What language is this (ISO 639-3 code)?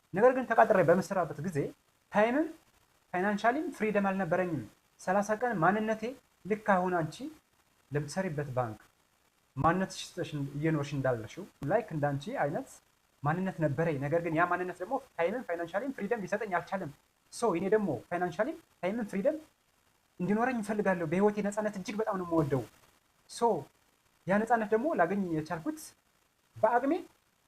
amh